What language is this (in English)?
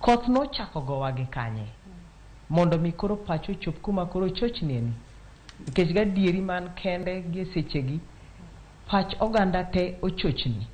Luo (Kenya and Tanzania)